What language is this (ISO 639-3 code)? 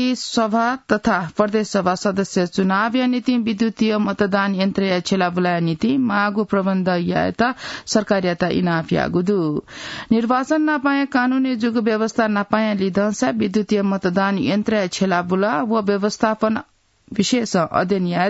new